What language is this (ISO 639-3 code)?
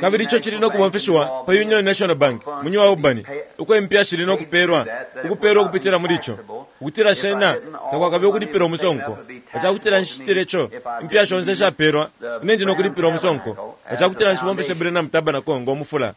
bem